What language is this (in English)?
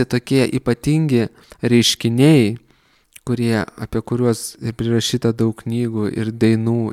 Lithuanian